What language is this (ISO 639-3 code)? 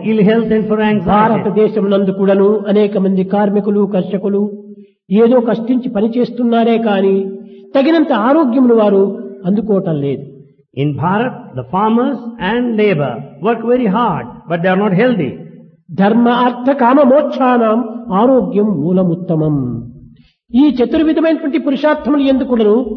tel